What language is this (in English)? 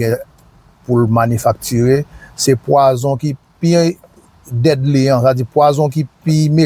Haitian Creole